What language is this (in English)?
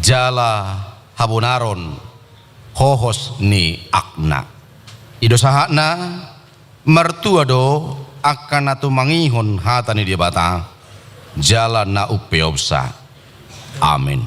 Batak Toba